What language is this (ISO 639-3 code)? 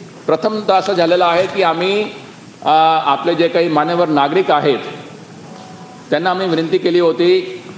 mar